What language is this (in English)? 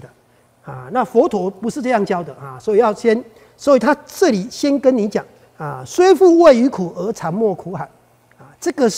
Chinese